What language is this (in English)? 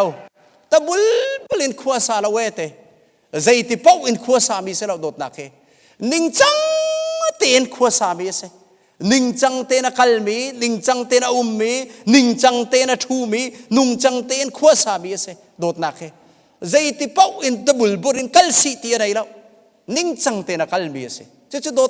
Hakha Chin